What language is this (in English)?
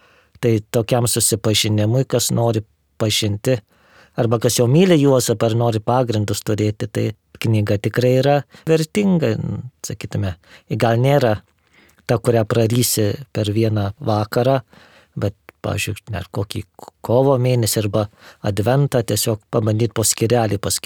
Lithuanian